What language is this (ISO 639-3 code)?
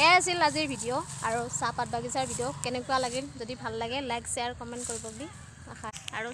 asm